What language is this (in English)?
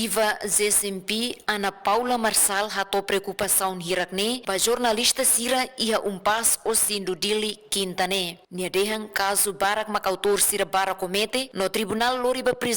Tetum